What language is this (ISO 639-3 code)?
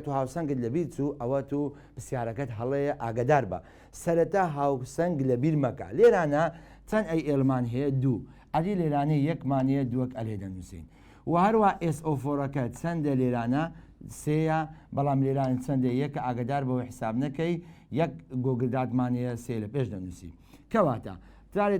ckb